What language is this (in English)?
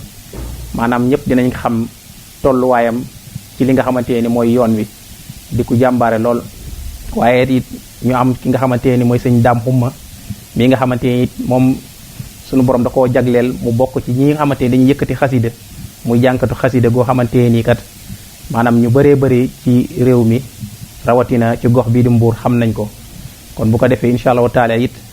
Wolof